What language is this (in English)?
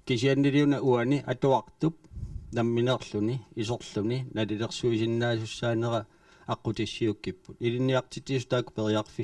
Kalaallisut